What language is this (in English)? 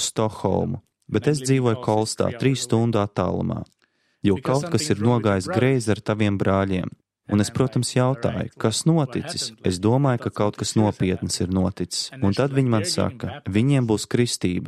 Latvian